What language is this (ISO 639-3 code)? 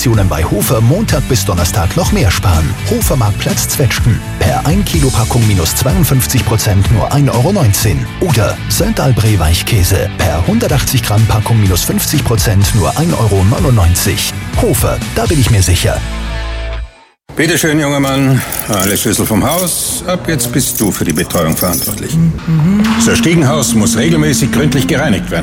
deu